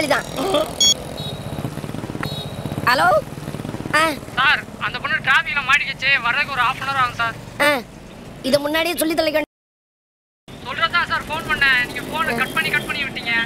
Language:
Tamil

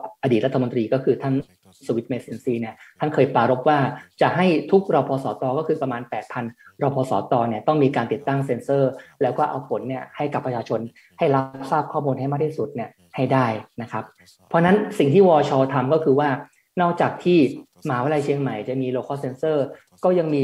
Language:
Thai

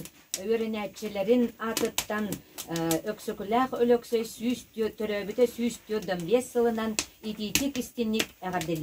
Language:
Yakut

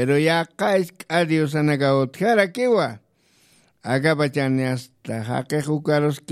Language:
Aymara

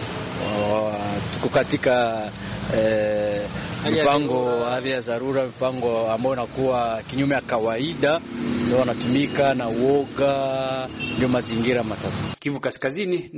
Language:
Swahili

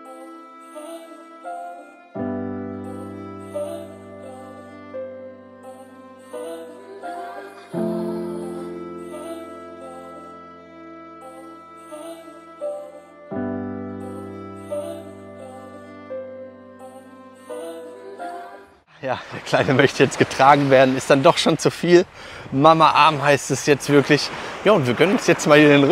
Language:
German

